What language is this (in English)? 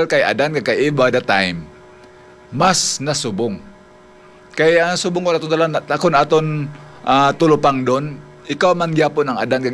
Hiligaynon